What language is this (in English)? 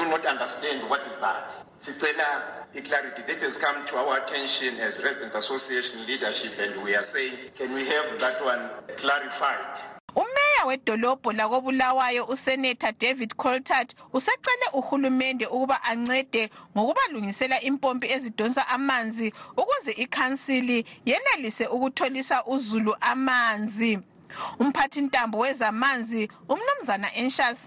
North Ndebele